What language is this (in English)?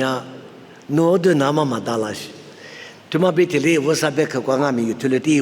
Lisu